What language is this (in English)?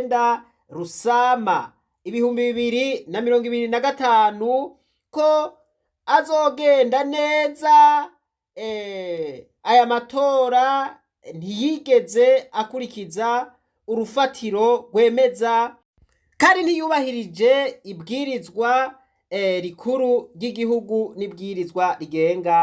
Rundi